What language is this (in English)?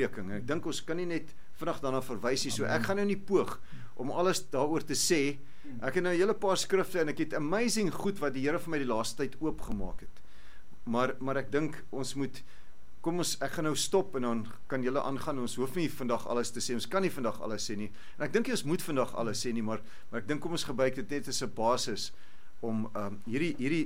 Afrikaans